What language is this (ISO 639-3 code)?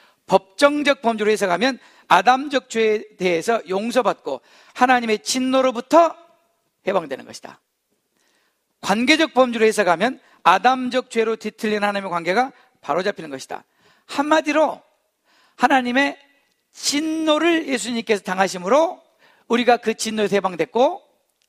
kor